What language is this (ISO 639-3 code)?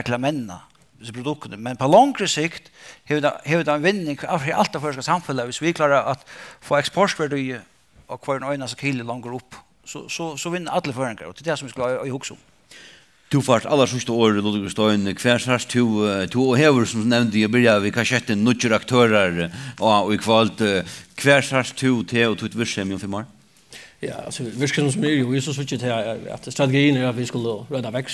fao